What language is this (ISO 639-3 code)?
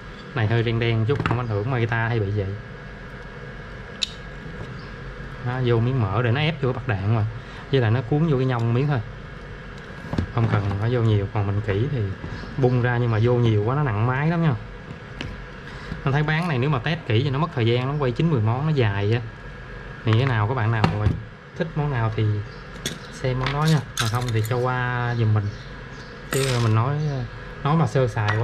vie